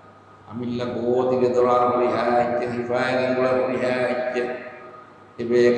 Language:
Divehi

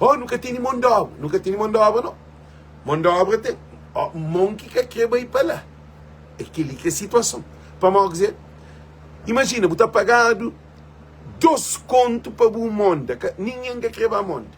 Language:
Kabuverdianu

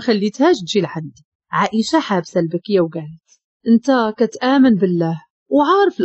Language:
Moroccan Arabic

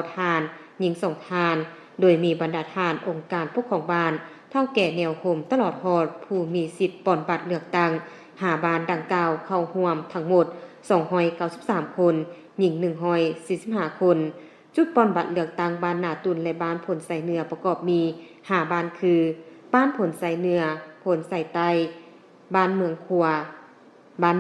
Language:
Lao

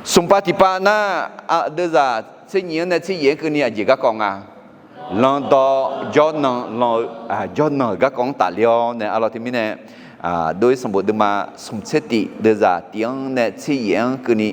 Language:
Akha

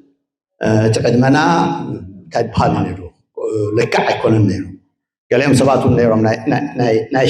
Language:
Tigrinya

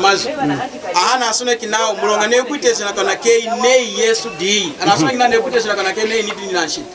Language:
Lunda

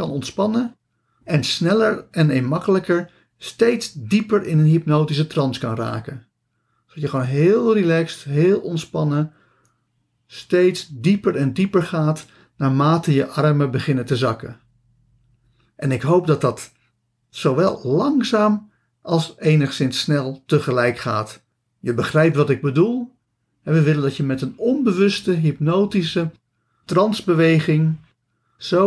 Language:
Dutch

